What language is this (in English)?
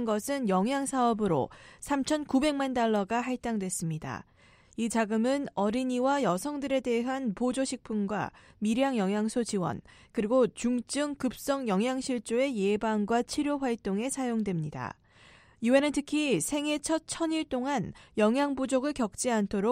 Korean